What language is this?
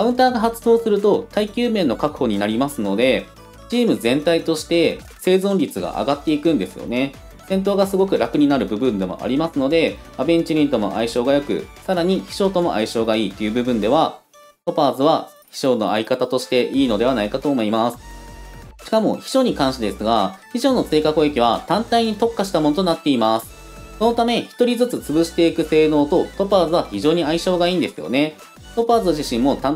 Japanese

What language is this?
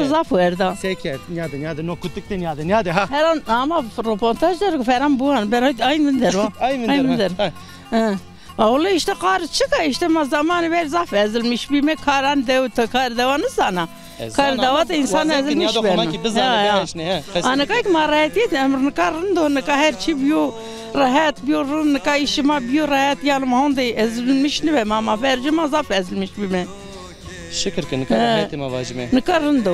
Zaza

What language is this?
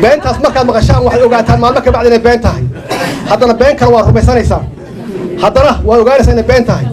Somali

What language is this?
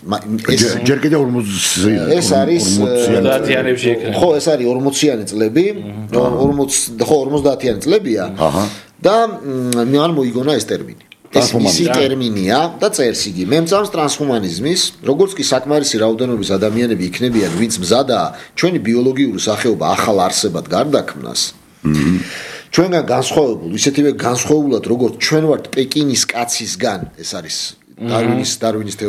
Georgian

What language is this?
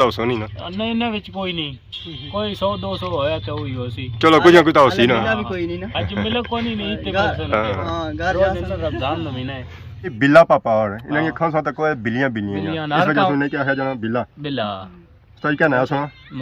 Pahari-Potwari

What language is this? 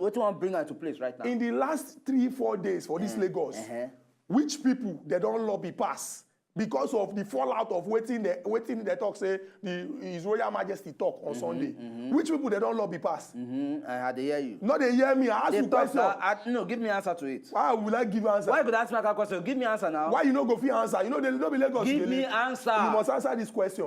Nigerian Pidgin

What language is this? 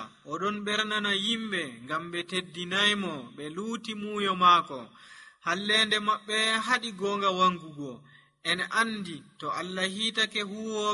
Nigerian Fulfulde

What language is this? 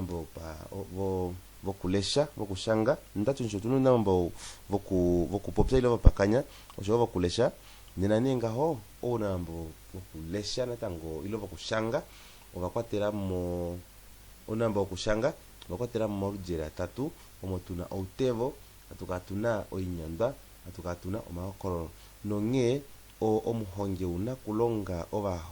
Kuanyama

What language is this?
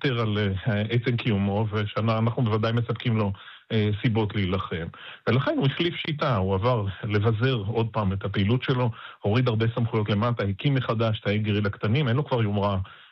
Hebrew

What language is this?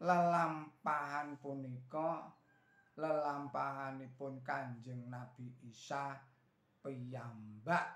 Javanese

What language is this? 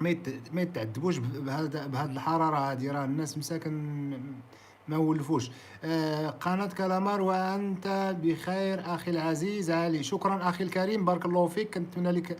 Moroccan Arabic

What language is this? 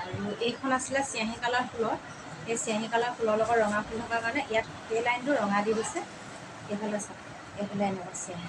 Assamese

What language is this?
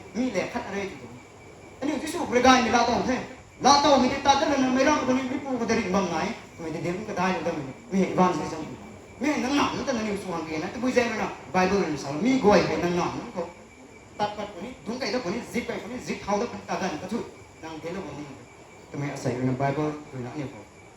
Rongmei Naga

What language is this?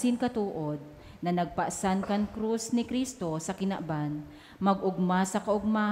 Bikol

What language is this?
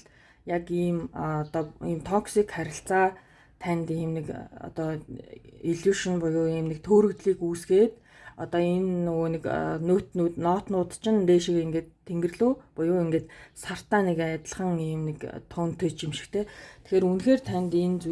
Mongolian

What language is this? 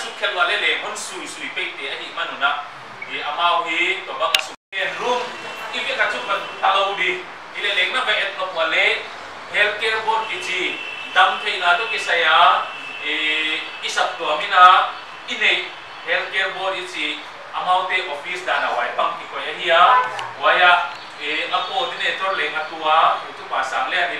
Paite Chin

